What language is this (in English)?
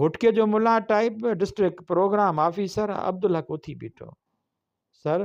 Sindhi